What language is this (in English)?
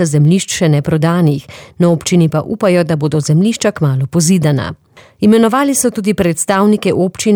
Slovenian